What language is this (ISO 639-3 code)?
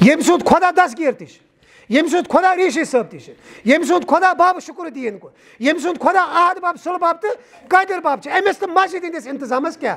kas